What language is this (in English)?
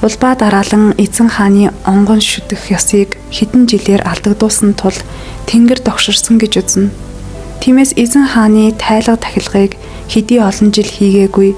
Mongolian